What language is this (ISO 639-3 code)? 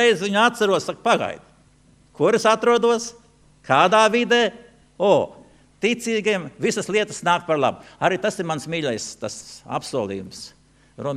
lav